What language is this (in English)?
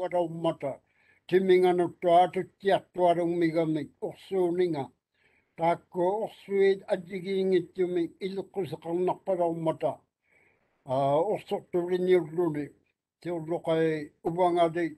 Māori